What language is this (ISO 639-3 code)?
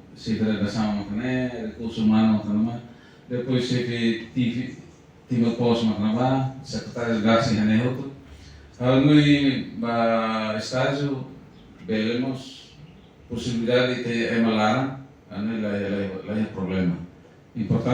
tet